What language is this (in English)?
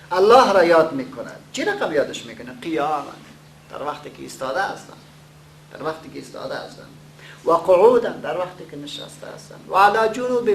Persian